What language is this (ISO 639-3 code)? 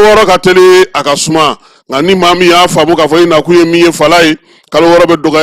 bam